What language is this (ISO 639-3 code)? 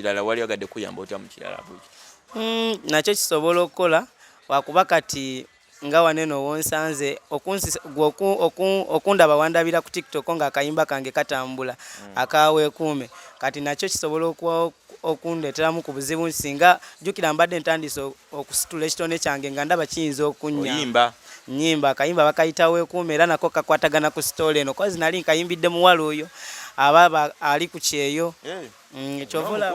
lug